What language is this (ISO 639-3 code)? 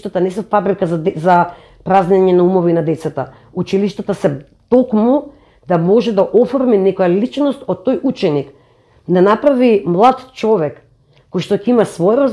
mkd